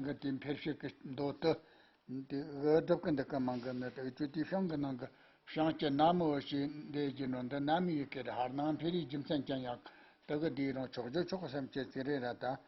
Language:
Tibetan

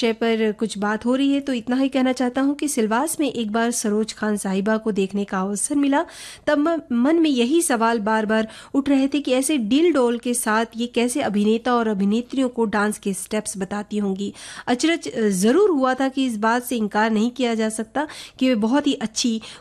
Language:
Hindi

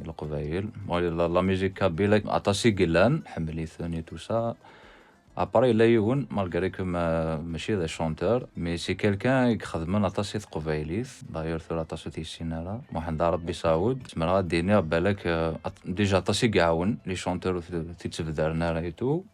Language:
Kabyle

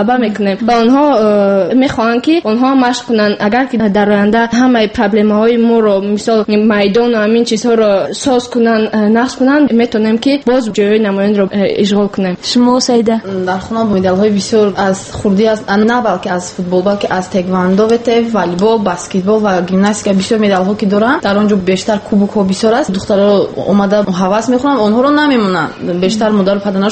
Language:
Tajik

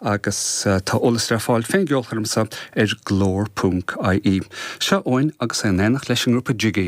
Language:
Irish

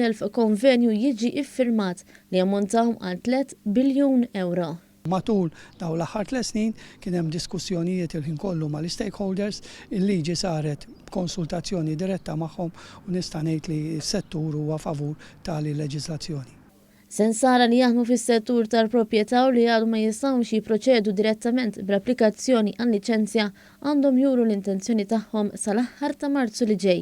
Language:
Maltese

